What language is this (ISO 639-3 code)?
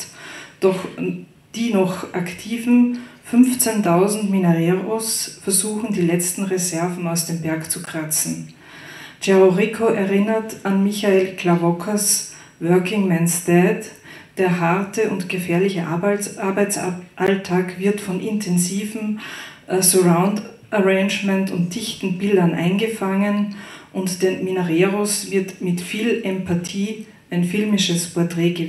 deu